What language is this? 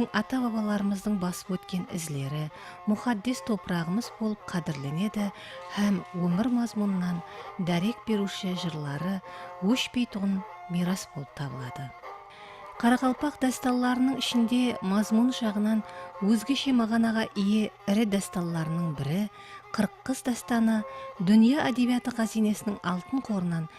Kara-Kalpak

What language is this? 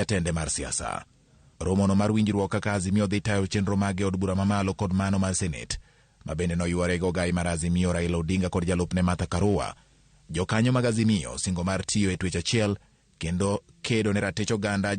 Luo (Kenya and Tanzania)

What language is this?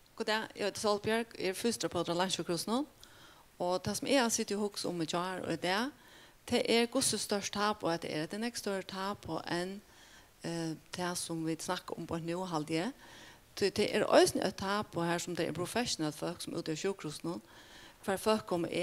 Faroese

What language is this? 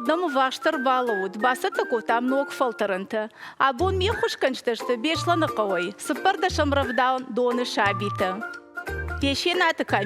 Ossetic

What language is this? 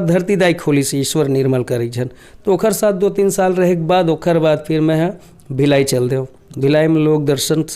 Chhattisgarhi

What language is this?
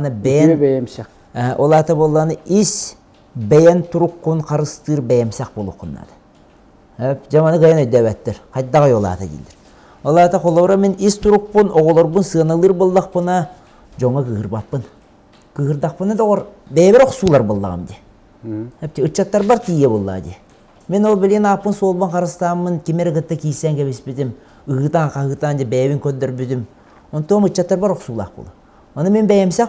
Yakut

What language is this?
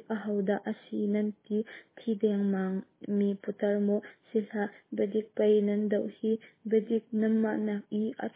Hakha Chin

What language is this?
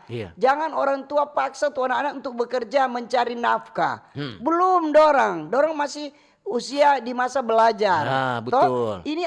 Manado Malay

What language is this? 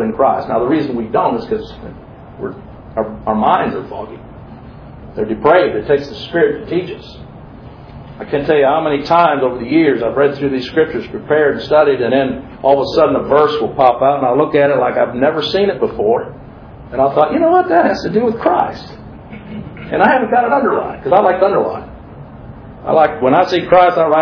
English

